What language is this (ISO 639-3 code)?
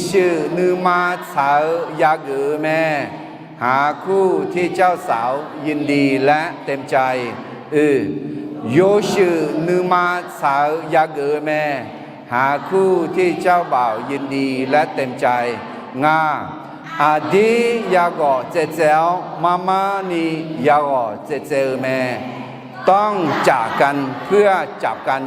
ahk